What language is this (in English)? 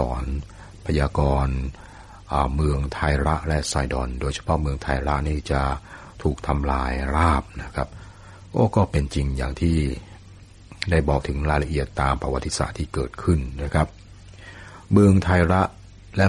Thai